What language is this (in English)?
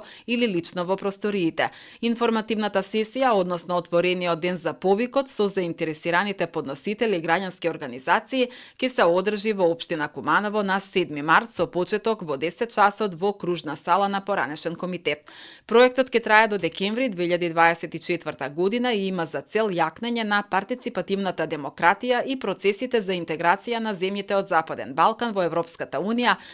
Macedonian